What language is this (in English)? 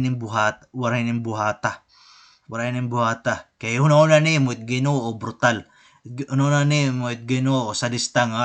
Waray